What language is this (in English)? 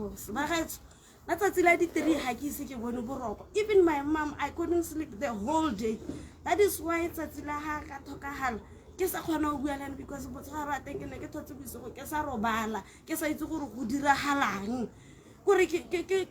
Tswana